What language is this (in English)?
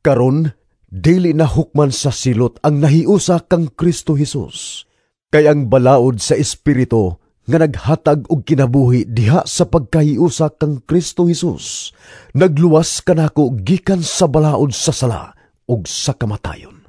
Cebuano